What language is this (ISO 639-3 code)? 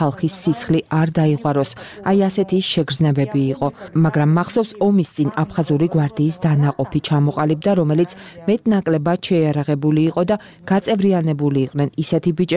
kat